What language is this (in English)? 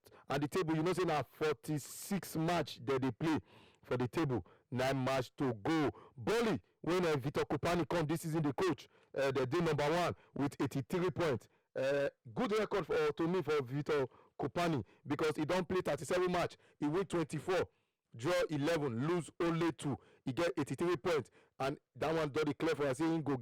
Nigerian Pidgin